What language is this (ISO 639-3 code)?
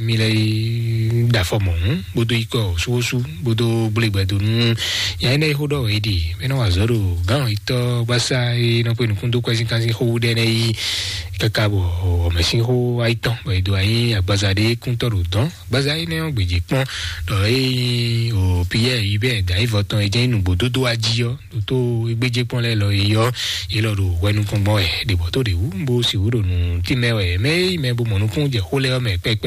fon